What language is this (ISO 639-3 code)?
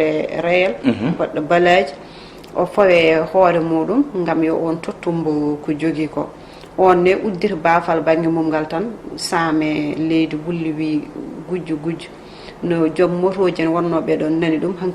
ful